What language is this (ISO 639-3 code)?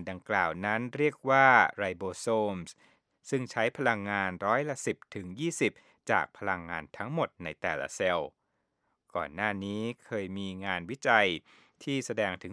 tha